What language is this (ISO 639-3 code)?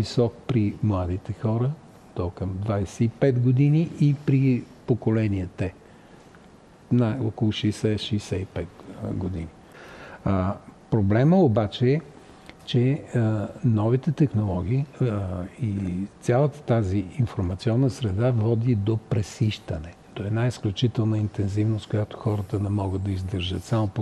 bul